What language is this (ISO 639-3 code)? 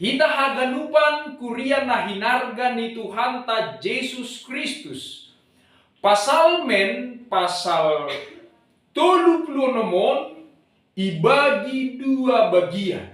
bts